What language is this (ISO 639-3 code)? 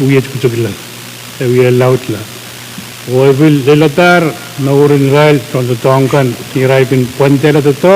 pon